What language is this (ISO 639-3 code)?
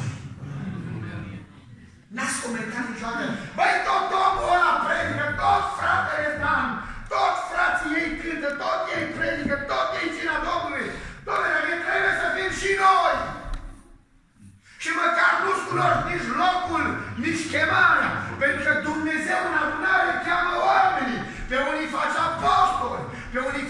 ron